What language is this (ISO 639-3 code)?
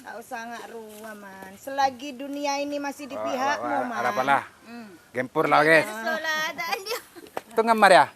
mad